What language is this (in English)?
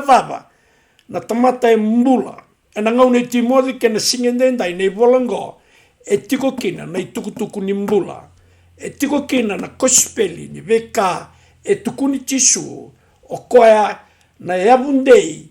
Fijian